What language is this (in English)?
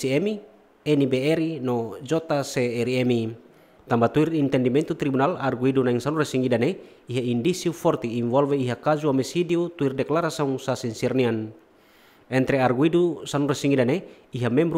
Tetum